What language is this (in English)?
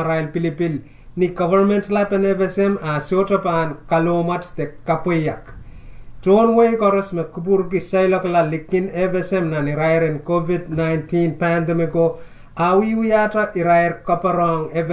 Pohnpeian